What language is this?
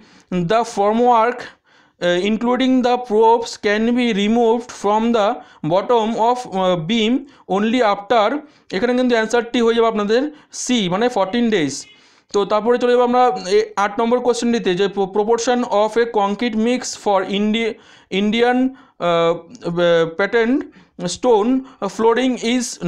Bangla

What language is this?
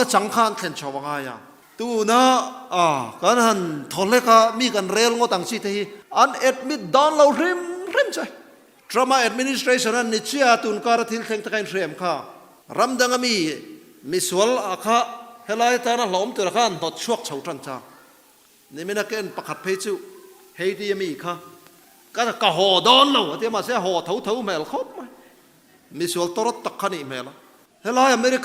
Mizo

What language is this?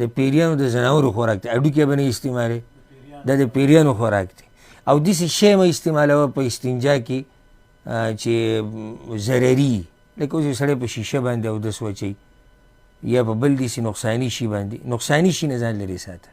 Pashto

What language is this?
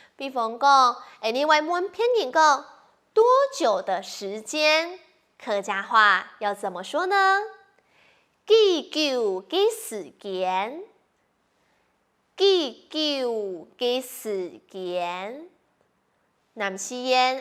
Hakka Chinese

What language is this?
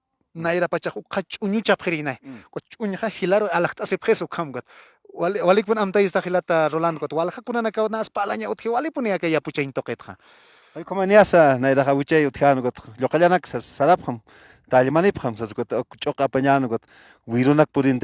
Aymara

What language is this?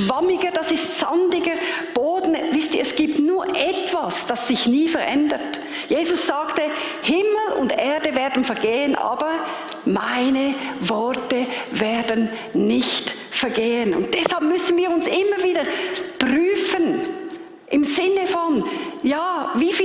Swiss German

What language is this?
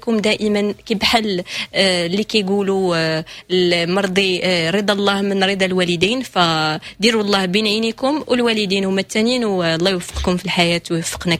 Moroccan Arabic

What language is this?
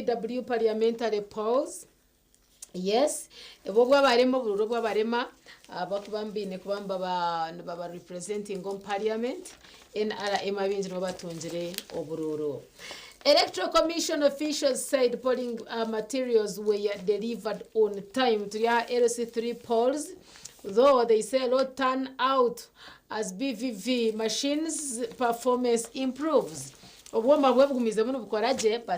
Nyankole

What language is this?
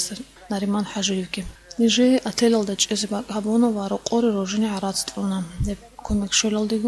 Avaric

